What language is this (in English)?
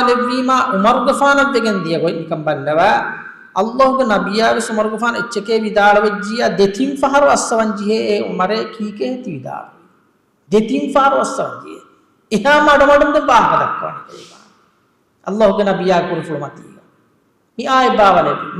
Divehi